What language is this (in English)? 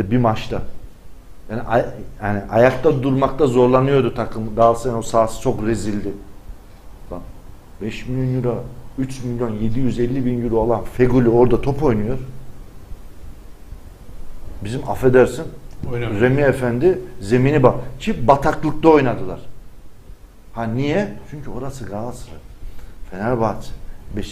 Turkish